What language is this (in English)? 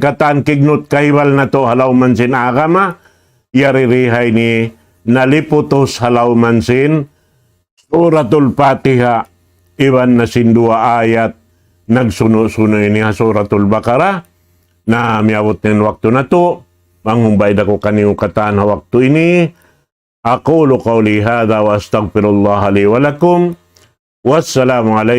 Tausug